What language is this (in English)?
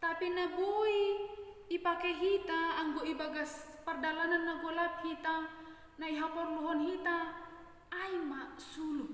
Batak Simalungun